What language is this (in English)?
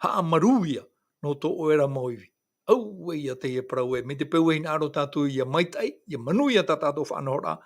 Tahitian